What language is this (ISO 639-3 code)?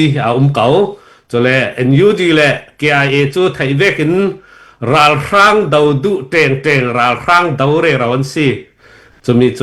cnh